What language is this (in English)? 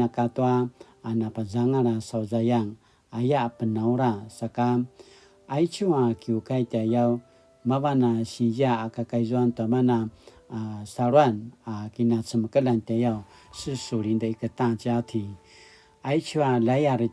Paiwan